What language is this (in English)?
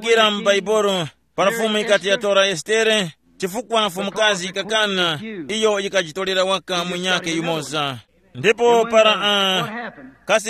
Tumbuka